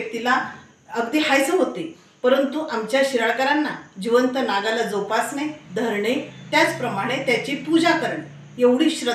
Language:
Marathi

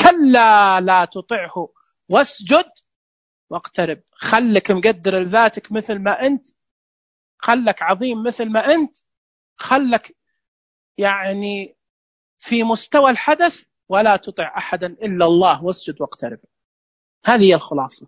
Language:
Najdi Arabic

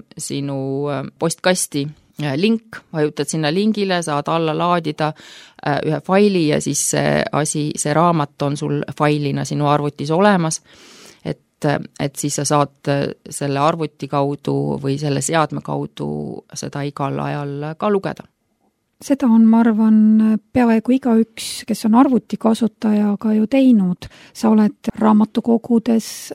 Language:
Estonian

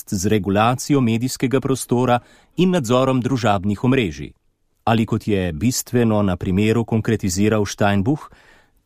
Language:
Slovenian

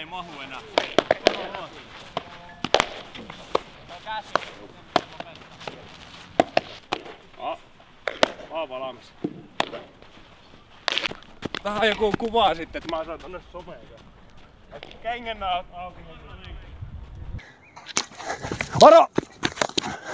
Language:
Finnish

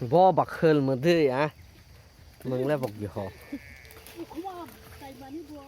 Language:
Kok Borok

